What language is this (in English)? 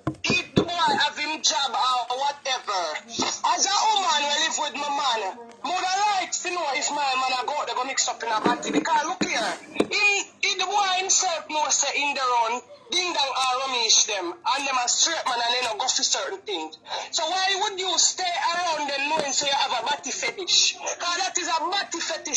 Jamaican Creole English